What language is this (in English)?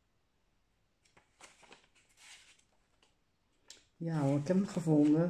Dutch